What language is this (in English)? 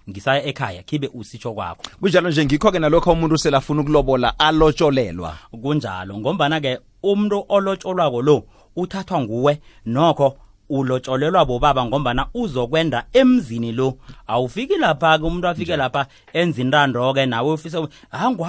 South Ndebele